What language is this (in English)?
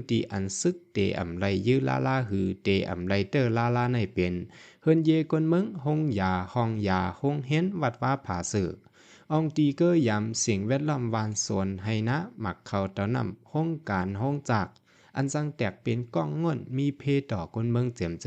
Shan